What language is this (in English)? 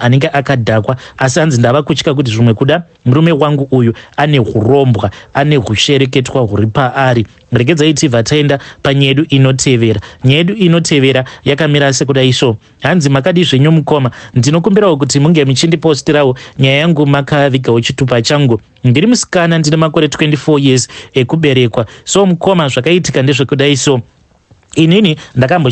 Shona